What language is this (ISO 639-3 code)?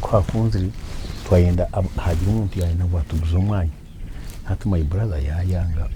nyn